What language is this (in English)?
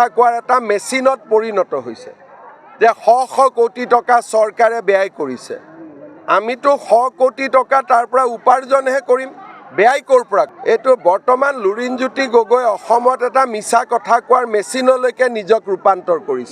Assamese